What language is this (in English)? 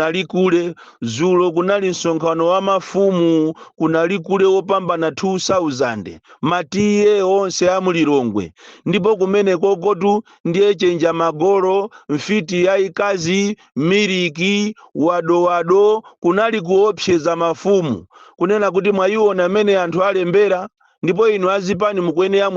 Nyanja